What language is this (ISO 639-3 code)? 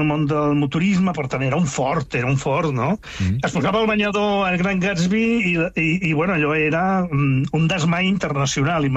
cat